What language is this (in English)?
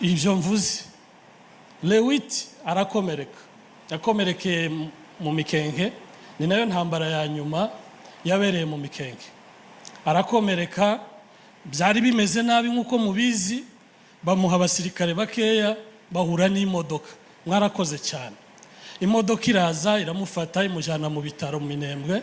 Kinyarwanda